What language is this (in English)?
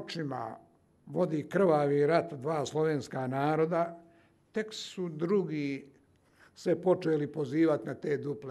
Serbian